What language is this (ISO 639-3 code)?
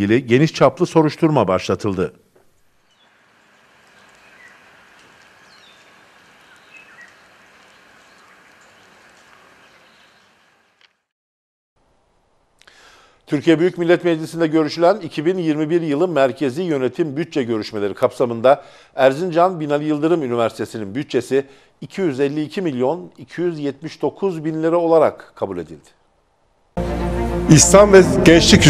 tur